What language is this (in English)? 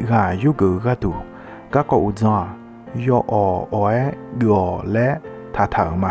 Akha